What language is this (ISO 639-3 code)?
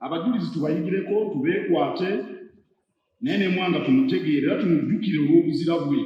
lug